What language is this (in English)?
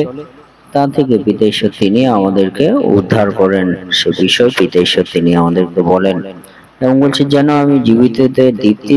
Bangla